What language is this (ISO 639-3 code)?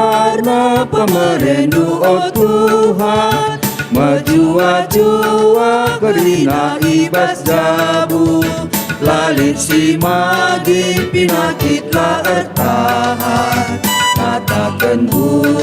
btx